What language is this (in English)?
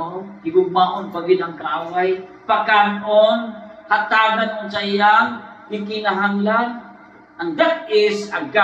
Cebuano